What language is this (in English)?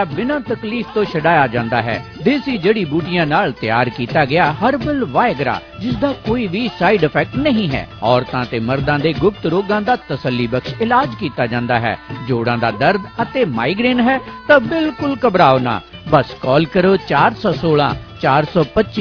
Punjabi